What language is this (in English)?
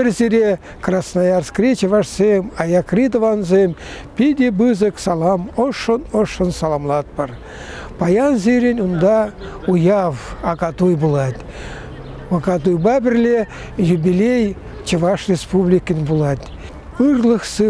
Chuvash